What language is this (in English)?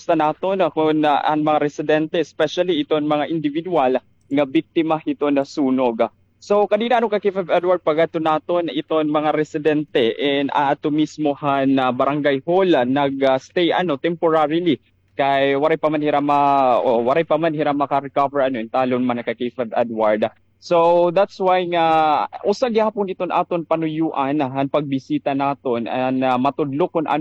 Waray